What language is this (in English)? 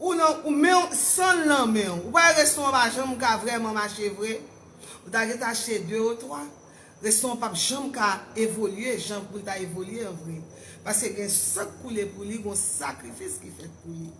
Haitian Creole